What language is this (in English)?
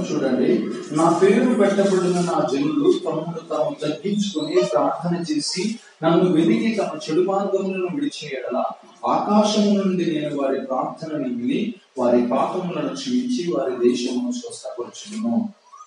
Telugu